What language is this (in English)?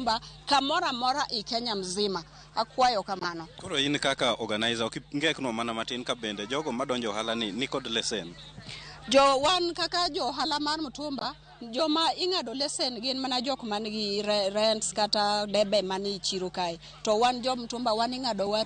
Luo (Kenya and Tanzania)